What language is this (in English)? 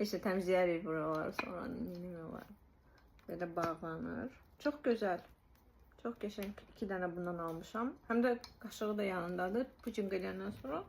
Azerbaijani